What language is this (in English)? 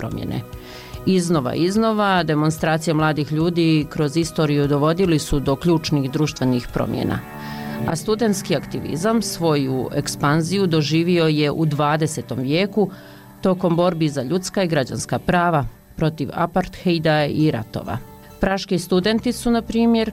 Bosnian